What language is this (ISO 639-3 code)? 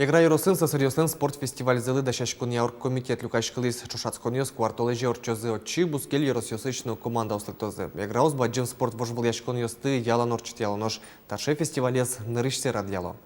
udm